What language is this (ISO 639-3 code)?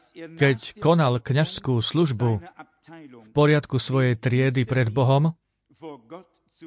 slk